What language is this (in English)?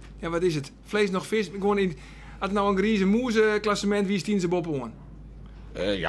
Western Frisian